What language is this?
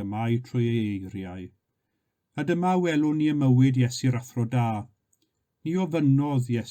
Welsh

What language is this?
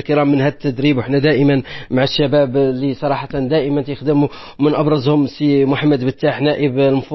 Moroccan Arabic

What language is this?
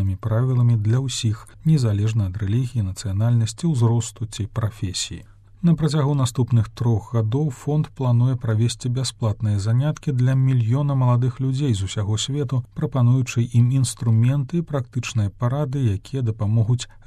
Belarusian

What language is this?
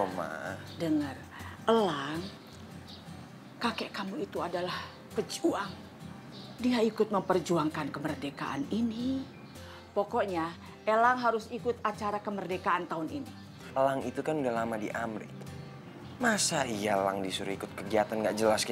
Indonesian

